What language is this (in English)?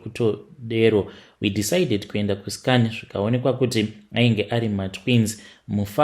Shona